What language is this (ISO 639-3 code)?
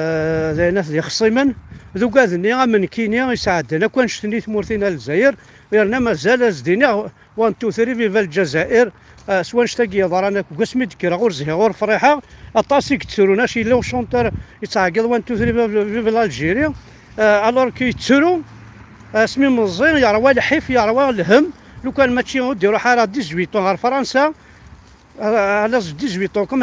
kab